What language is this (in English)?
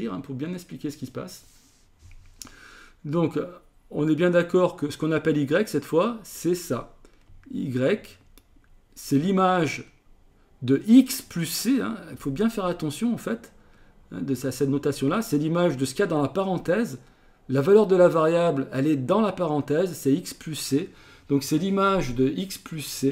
French